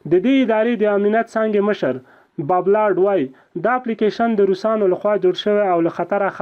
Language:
Pashto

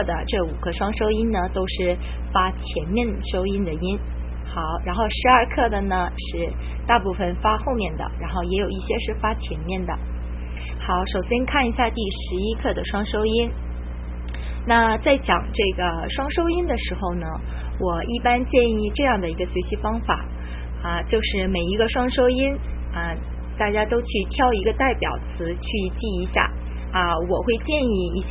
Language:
Chinese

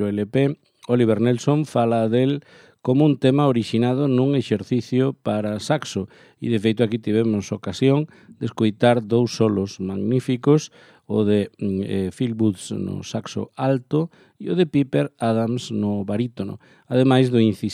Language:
Galician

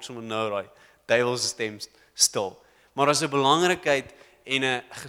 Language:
Afrikaans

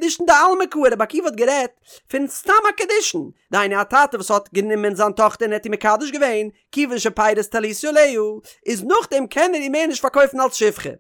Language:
Yiddish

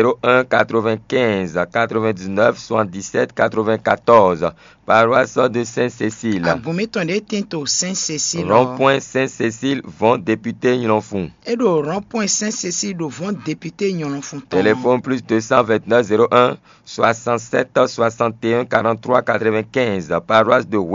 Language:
Fon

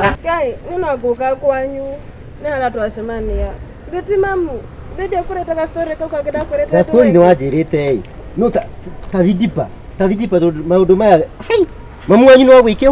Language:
Kikuyu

